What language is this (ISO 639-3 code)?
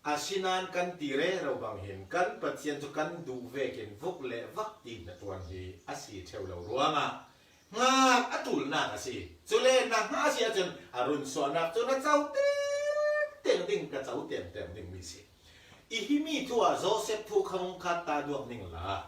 cfm